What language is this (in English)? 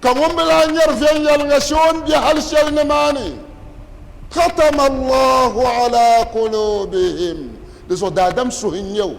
Dagbani